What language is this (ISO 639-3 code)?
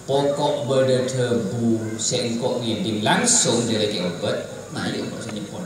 mad